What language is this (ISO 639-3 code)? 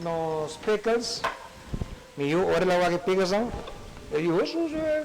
pap